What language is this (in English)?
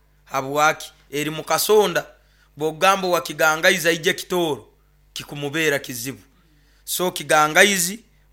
Nyoro